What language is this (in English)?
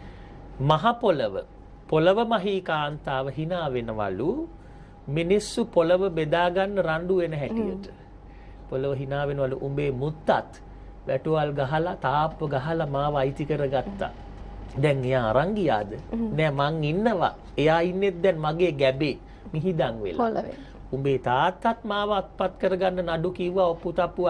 Sinhala